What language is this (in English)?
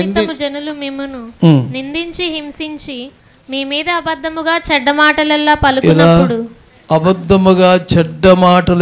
Telugu